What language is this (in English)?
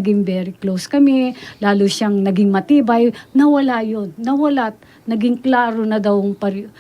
Pampanga